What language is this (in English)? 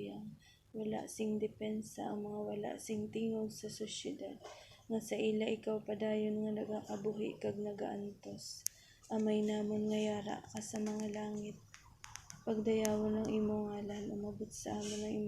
Hiligaynon